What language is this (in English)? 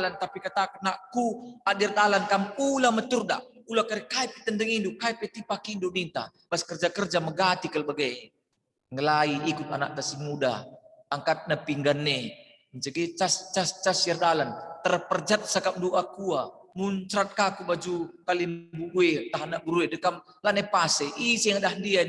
Batak Karo